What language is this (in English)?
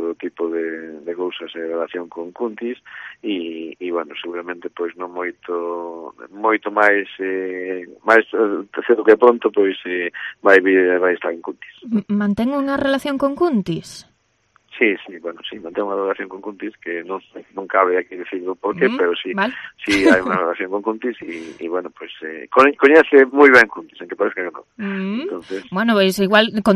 Galician